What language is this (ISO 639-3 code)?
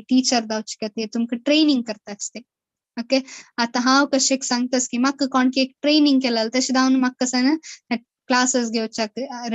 kok